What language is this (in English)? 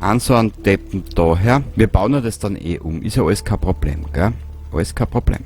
Bavarian